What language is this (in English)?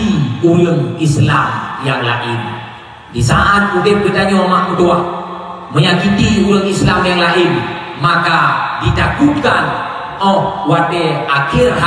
Achinese